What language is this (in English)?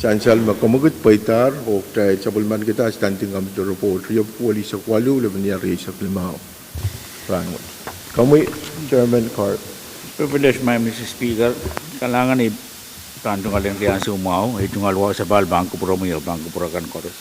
Pohnpeian